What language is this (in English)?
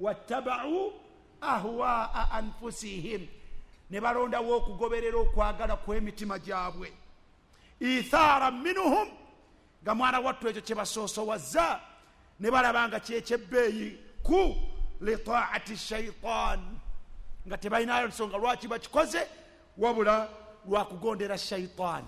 Ganda